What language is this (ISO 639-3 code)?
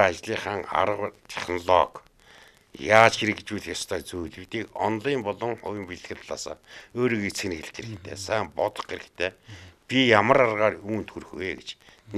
mon